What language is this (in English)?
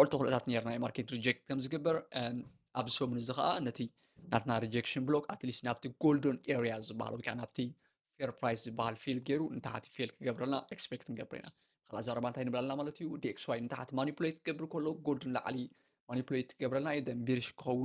Tigrinya